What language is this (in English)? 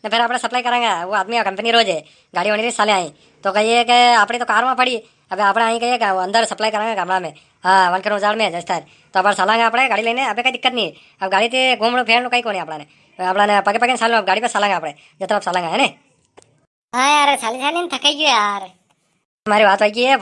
Rajasthani